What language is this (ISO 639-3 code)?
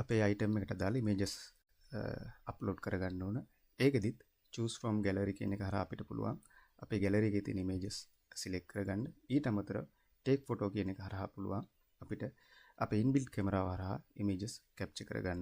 sin